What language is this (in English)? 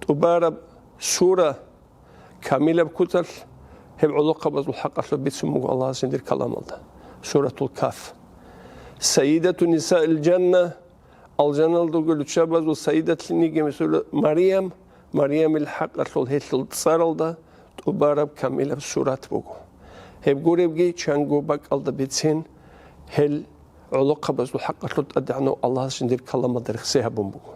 Avaric